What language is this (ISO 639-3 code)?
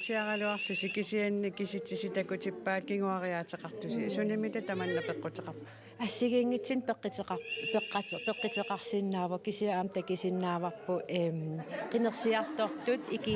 kal